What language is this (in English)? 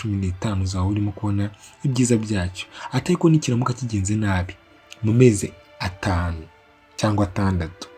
Kinyarwanda